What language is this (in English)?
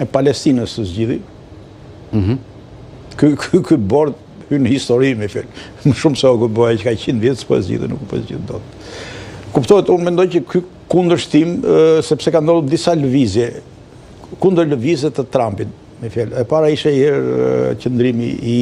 Albanian